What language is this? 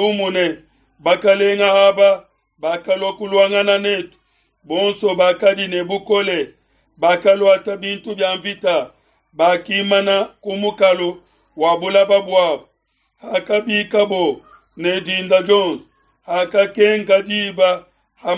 Luba-Lulua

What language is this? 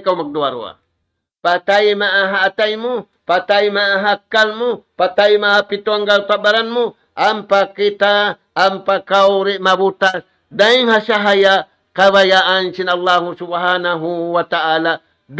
Tausug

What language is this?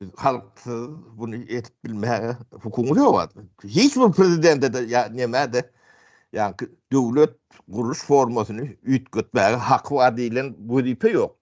Turkmen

